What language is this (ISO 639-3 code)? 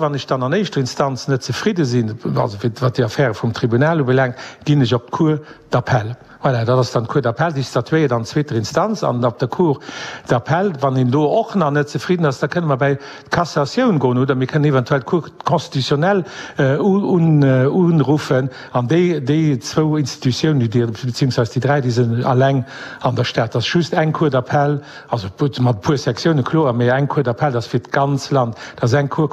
ltz